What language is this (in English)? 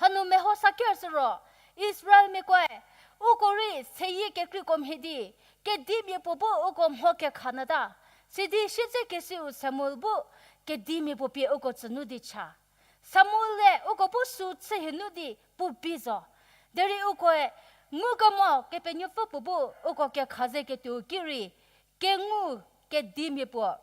Angami Naga